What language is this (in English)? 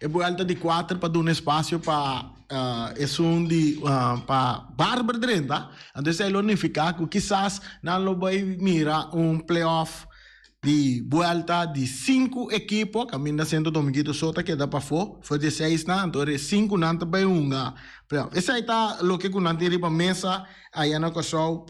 Papiamento